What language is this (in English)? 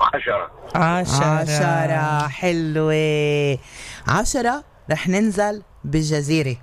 North Levantine Arabic